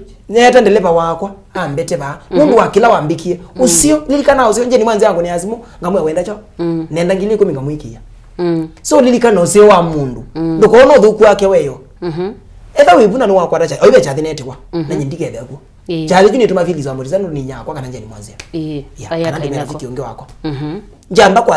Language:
Kamba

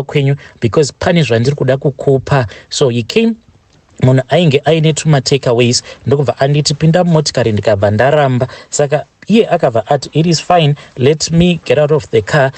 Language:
Shona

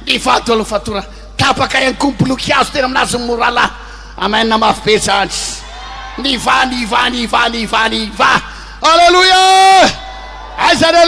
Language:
Malagasy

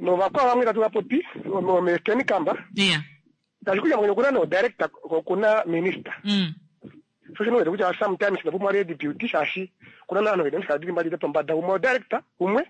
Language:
Kuanyama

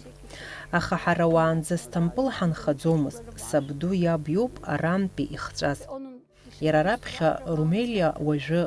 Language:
Abkhazian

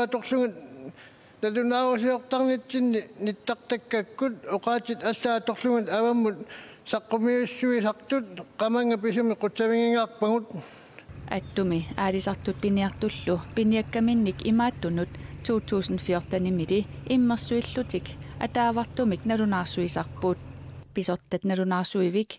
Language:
Kalaallisut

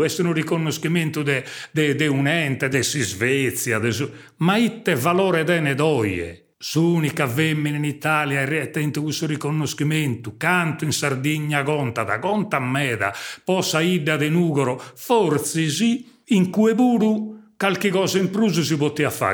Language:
Sardinian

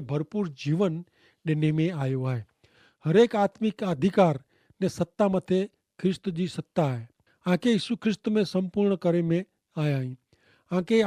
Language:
Kachhi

